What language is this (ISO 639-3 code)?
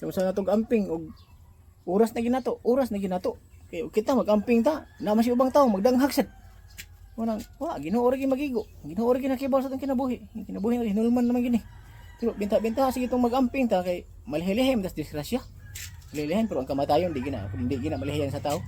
ceb